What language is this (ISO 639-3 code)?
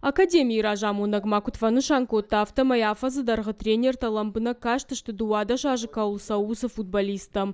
oss